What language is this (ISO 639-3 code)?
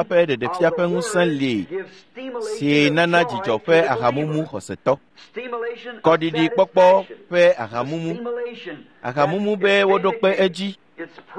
ewe